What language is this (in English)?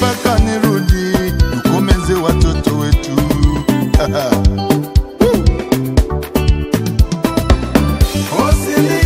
Swahili